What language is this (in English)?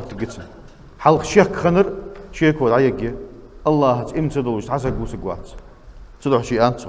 Ingush